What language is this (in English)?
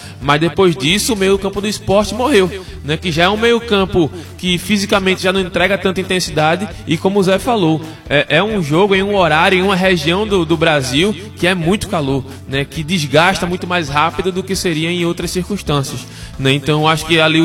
Portuguese